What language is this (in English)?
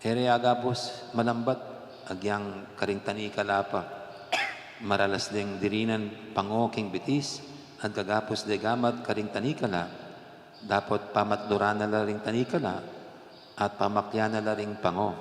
Pampanga